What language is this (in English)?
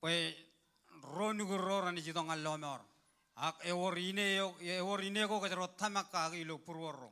Marshallese